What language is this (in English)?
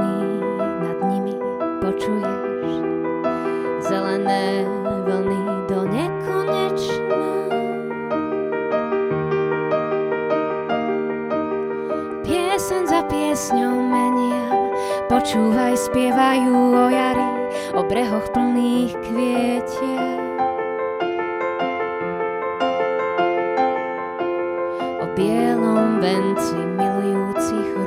Slovak